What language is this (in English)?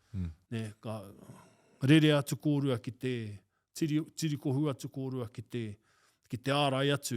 Māori